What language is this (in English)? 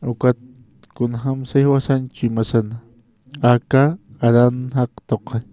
Aymara